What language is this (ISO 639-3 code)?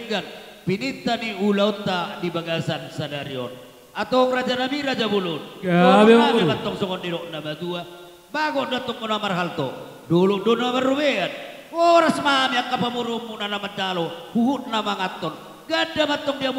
bbc